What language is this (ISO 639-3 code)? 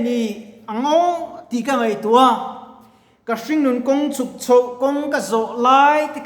lus